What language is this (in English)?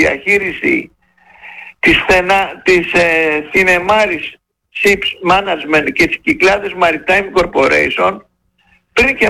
Greek